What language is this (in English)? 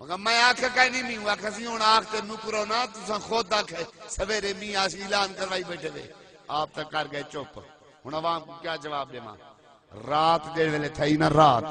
Saraiki